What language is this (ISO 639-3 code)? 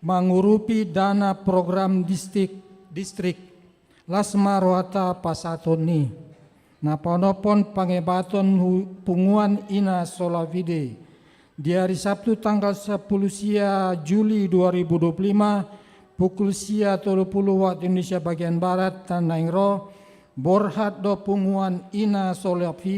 bbc